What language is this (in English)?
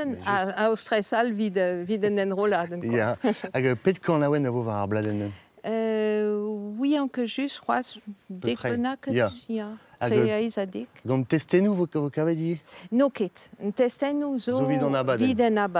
Breton